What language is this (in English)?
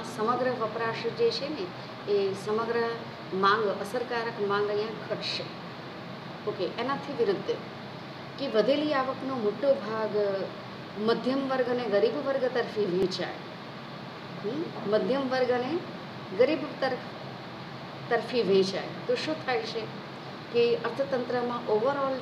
Gujarati